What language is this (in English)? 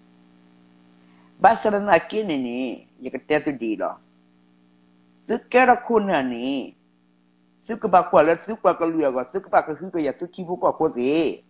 S'gaw Karen